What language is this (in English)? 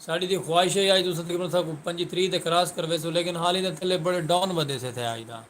Saraiki